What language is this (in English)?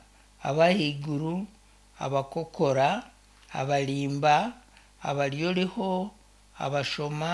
Nyankole